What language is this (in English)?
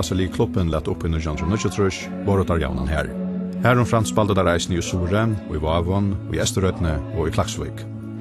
Faroese